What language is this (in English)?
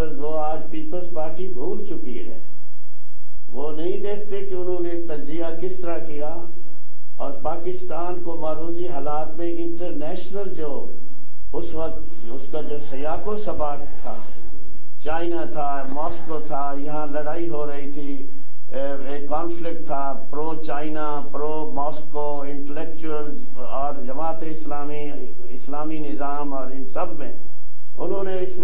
Urdu